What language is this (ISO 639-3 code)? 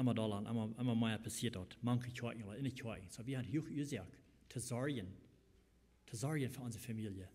pdt